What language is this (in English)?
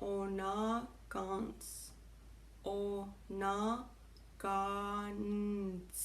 Chippewa